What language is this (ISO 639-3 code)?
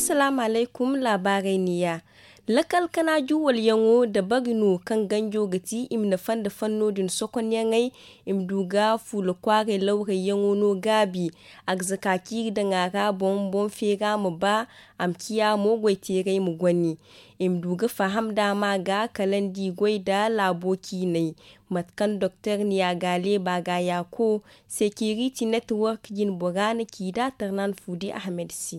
dje